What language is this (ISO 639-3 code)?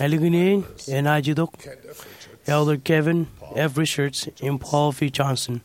mah